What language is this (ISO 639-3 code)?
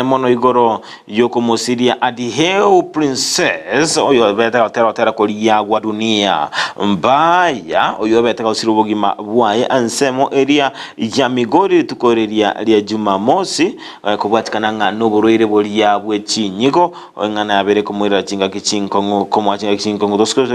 guz